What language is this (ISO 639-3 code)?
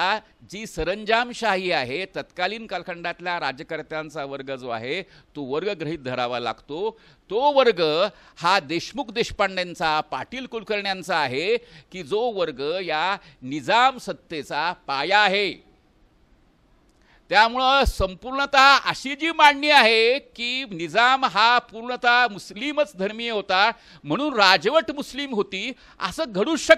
mar